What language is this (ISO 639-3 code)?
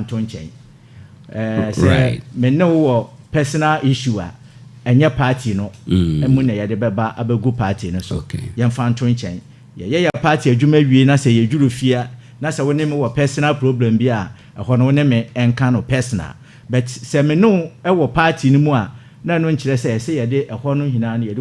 aka